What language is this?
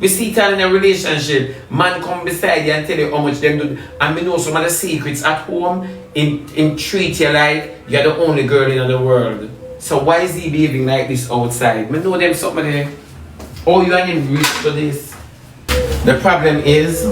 Jamaican Creole English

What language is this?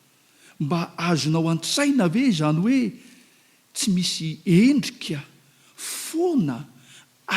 Malagasy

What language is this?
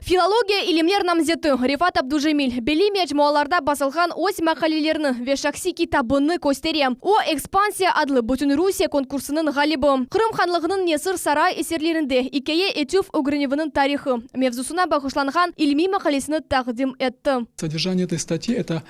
Crimean Tatar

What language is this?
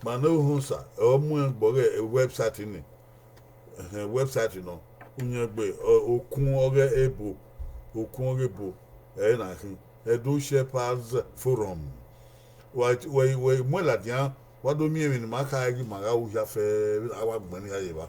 Bini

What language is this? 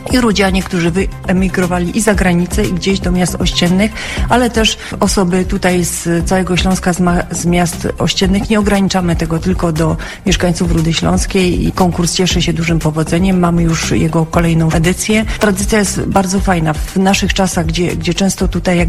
Polish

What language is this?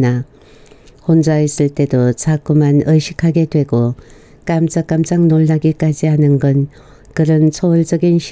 Korean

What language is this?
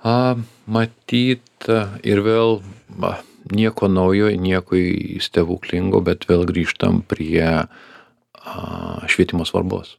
Lithuanian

